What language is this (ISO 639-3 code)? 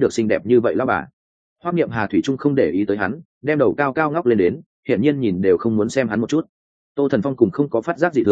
vie